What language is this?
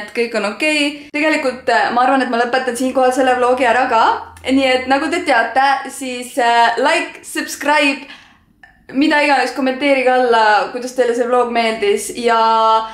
Estonian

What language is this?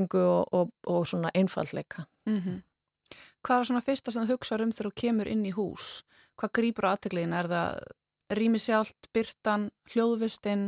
Icelandic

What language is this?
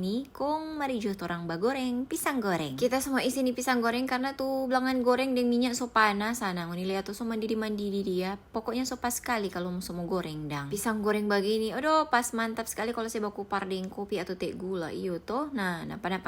Manado Malay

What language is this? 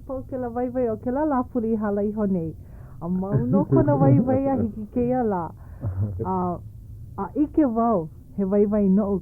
Hawaiian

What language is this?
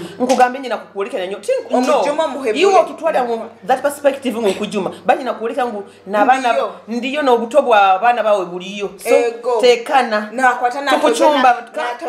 Nyoro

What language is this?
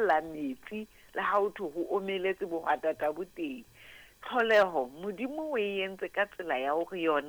Southern Sotho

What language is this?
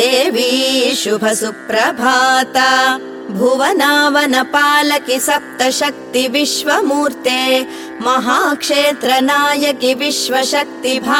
Kannada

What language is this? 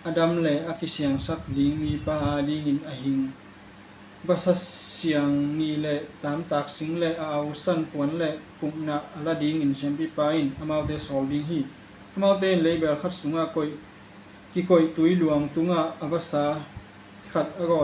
Tedim Chin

